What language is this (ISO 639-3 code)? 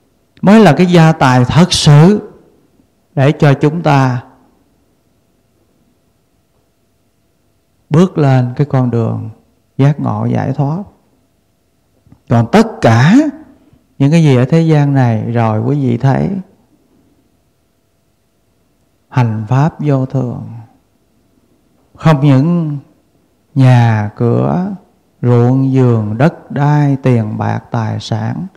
vie